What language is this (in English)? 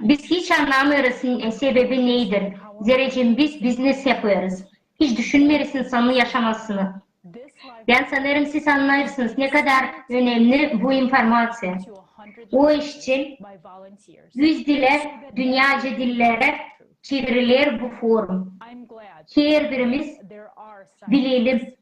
Gagauz